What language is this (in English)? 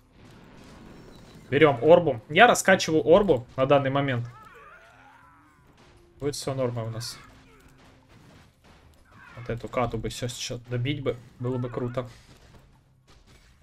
Russian